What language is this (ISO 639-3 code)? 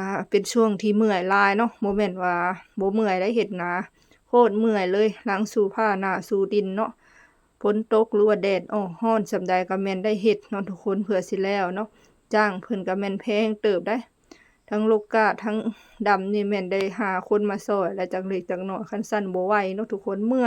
lao